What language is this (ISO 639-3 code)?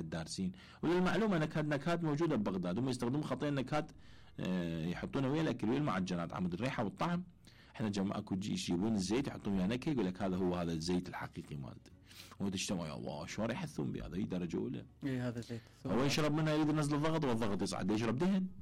acm